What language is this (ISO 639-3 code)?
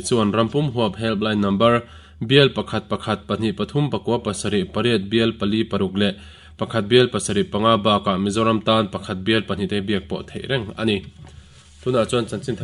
lus